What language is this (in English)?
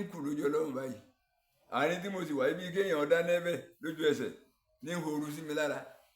Yoruba